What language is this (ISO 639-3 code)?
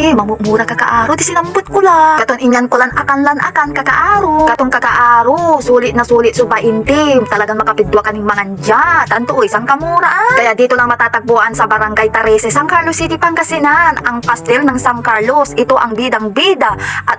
pag